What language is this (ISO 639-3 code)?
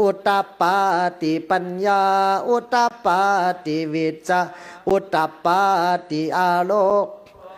pli